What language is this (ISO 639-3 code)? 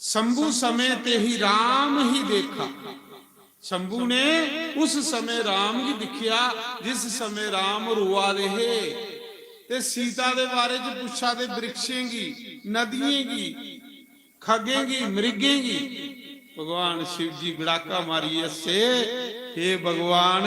doi